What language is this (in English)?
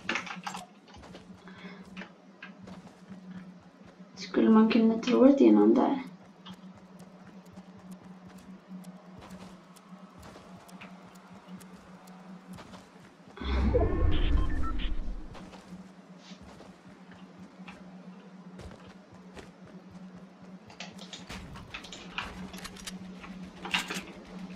Swedish